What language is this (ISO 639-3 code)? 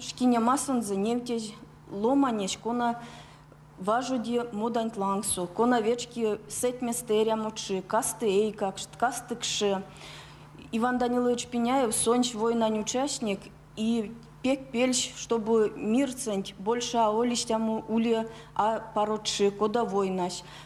myv